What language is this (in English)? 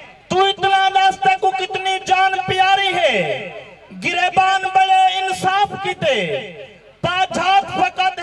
Saraiki